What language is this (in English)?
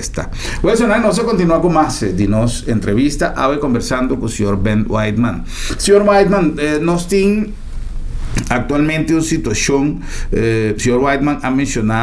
Papiamento